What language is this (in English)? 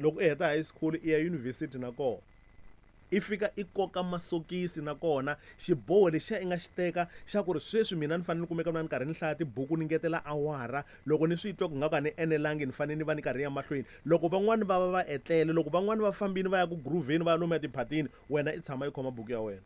Tsonga